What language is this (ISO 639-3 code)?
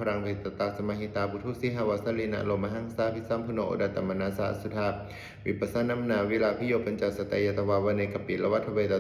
pli